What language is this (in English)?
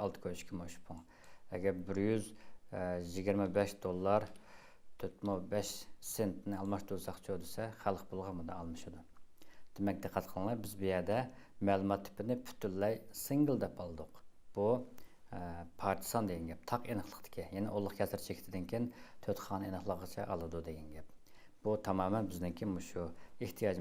Uyghur